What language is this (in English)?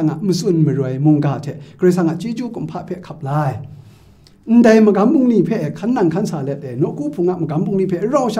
Kachin